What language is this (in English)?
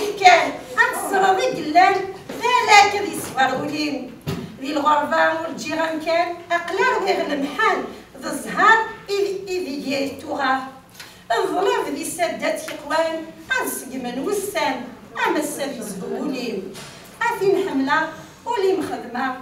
Kabyle